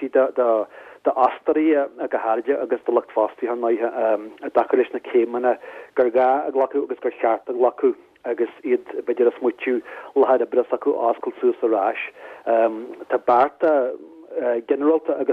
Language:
Irish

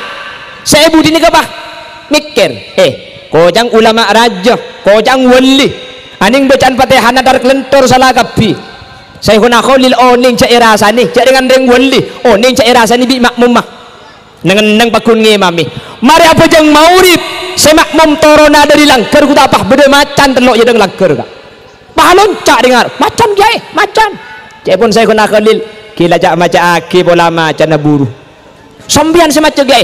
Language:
Madurese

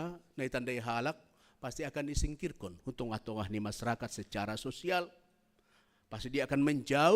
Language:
Batak Simalungun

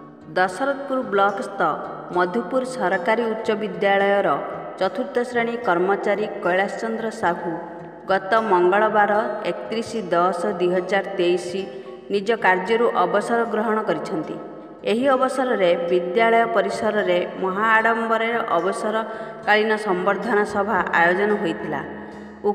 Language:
Odia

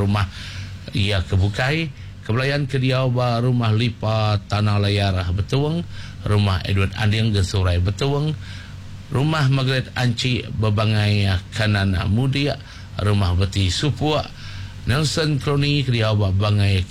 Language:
Iban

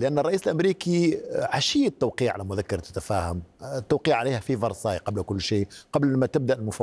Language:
Arabic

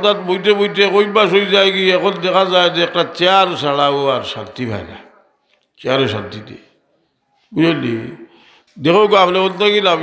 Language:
Sylheti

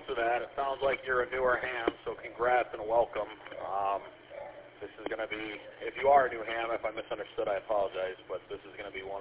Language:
English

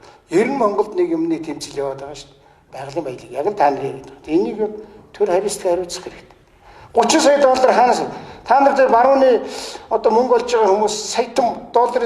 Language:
Mongolian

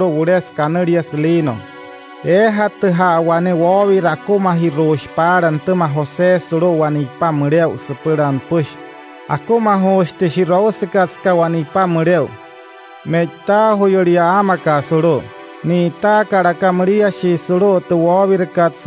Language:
Wayuu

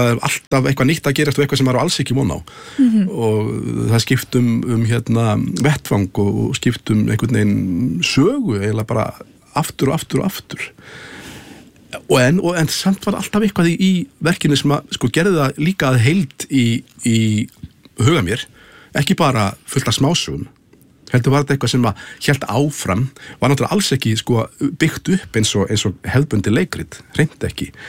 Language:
Icelandic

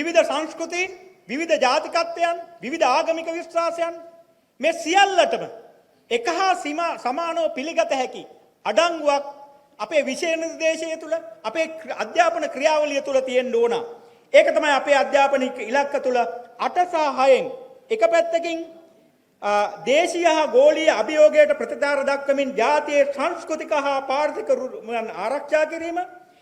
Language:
Sinhala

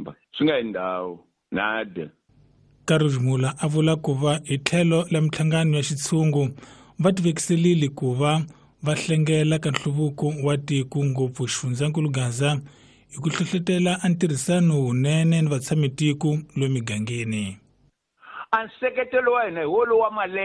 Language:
Tsonga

